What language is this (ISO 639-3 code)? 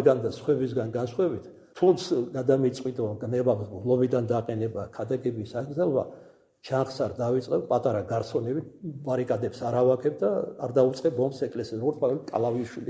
kat